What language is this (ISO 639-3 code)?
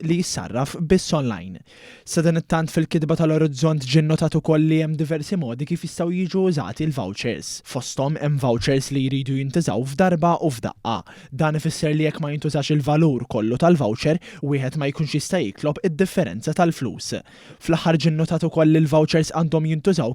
mlt